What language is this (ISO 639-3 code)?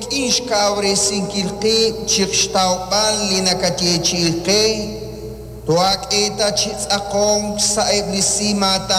kek